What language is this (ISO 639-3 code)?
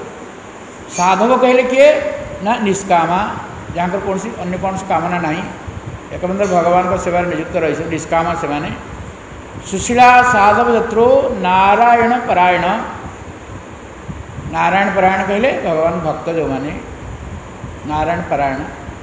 ori